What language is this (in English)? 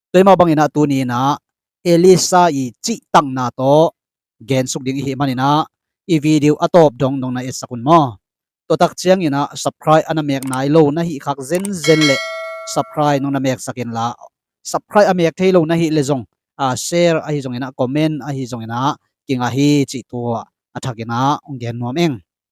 Tedim Chin